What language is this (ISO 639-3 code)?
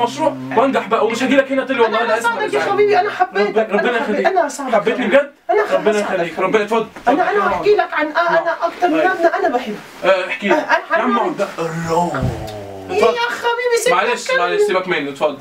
arz